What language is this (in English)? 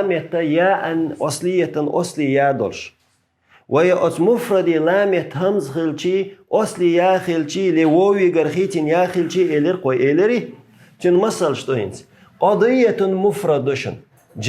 Chechen